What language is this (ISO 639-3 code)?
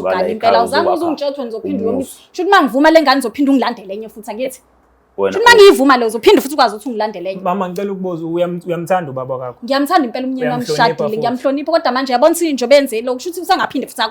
zul